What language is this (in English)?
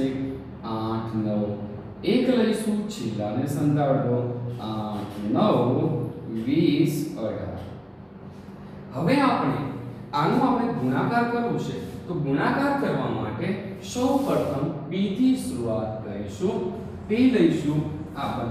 Gujarati